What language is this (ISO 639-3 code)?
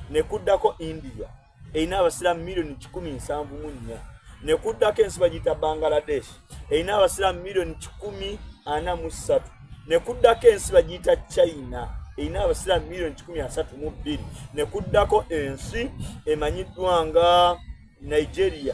xog